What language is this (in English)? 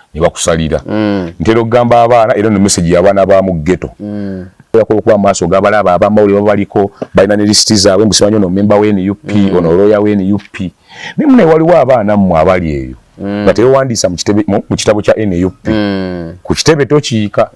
Ganda